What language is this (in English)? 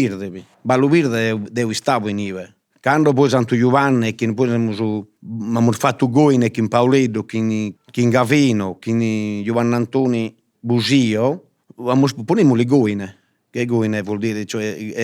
Sardinian